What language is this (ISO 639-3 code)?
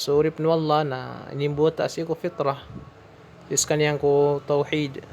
mrw